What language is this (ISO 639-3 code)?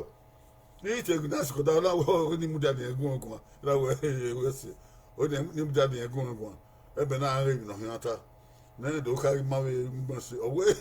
bin